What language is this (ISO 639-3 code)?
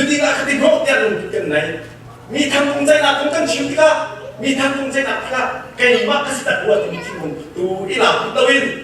cnh